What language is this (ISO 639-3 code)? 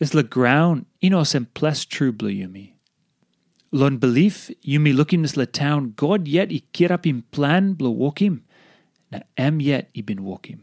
tpi